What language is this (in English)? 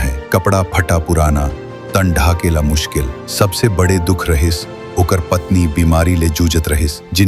Chhattisgarhi